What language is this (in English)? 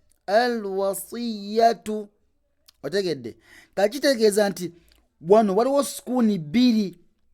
Ganda